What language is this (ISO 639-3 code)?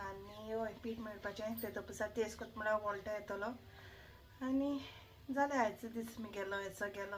kok